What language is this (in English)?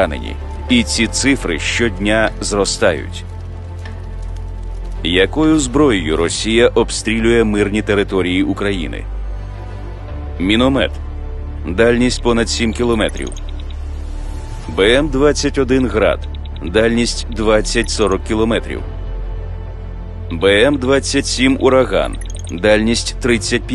Ukrainian